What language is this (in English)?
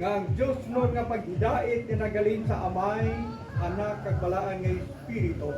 Hiligaynon